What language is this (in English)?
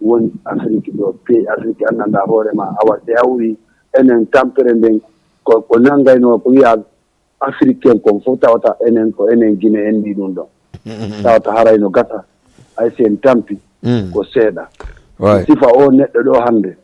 Fula